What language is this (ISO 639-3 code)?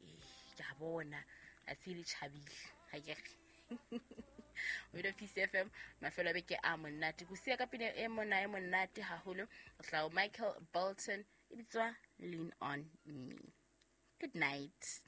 sot